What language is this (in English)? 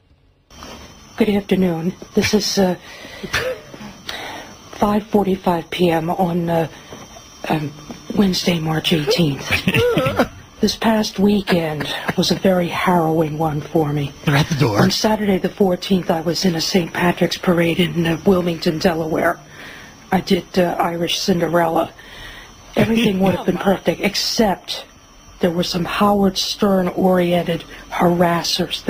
English